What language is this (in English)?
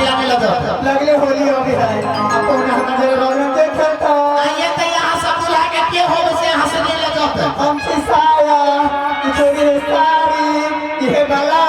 Maithili